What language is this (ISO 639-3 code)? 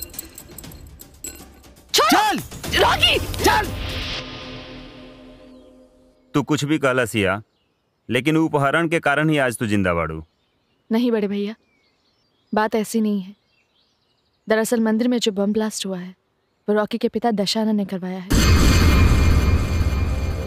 bho